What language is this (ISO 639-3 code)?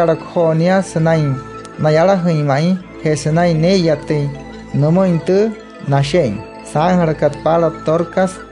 guc